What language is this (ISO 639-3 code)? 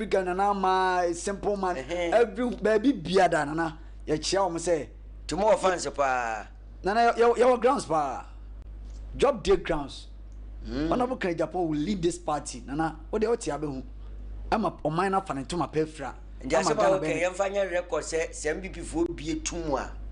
aka